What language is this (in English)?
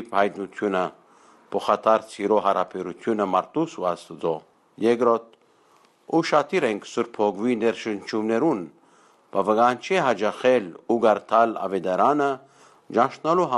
Western Armenian